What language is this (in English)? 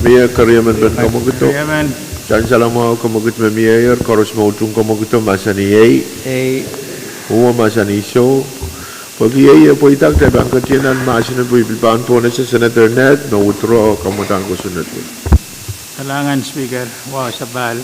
Pohnpeian